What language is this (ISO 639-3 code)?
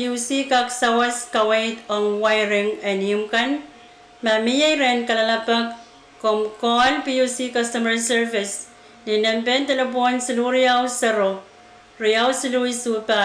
pon